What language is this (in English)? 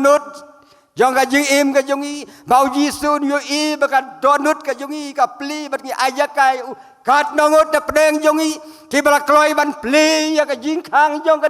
Khasi